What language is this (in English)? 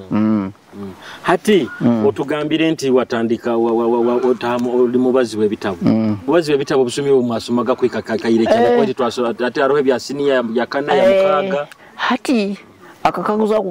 Nyoro